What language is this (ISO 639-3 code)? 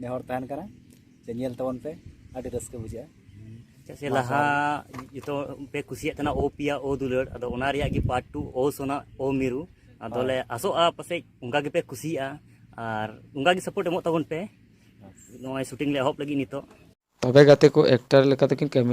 sat